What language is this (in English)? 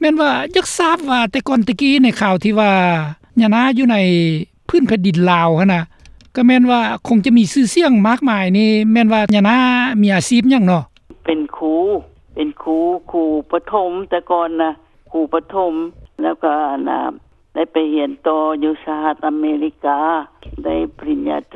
Lao